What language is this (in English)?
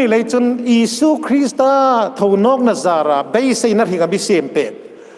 Hmar